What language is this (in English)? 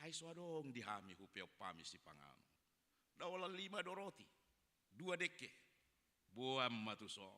Batak Toba